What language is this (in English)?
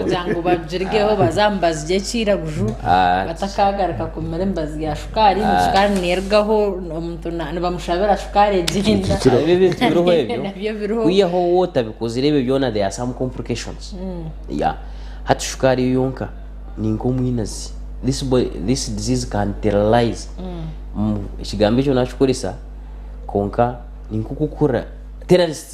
Nyankole